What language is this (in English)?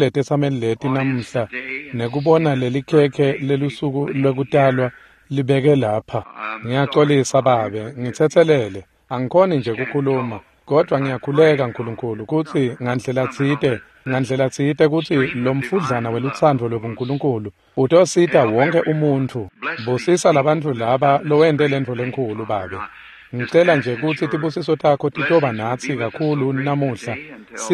Swati